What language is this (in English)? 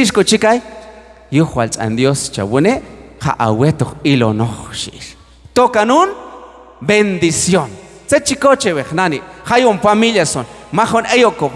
Q'anjob'al